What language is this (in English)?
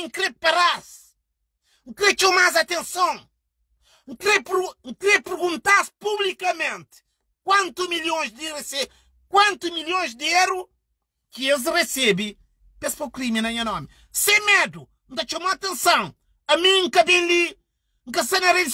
Kabuverdianu